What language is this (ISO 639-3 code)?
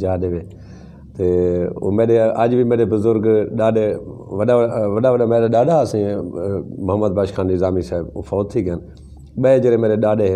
skr